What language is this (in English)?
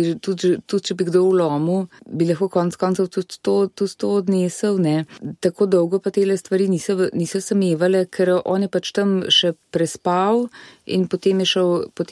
Slovenian